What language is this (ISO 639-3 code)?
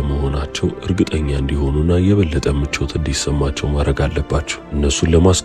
amh